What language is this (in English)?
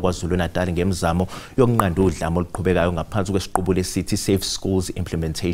Zulu